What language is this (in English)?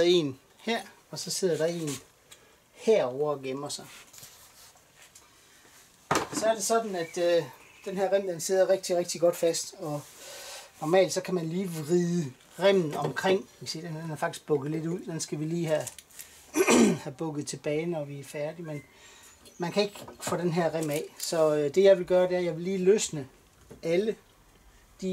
Danish